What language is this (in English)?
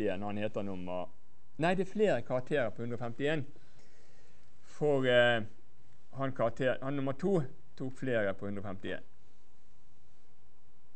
Norwegian